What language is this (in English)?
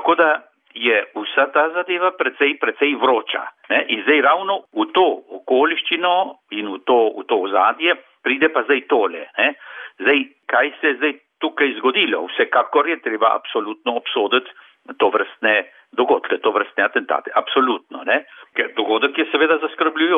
Slovenian